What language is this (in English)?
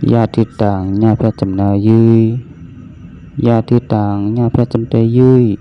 Shan